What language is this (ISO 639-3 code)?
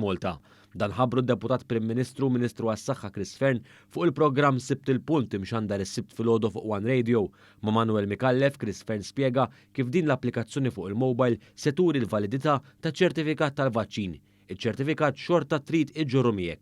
mlt